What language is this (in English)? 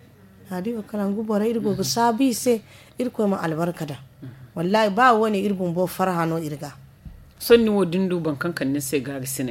Zarma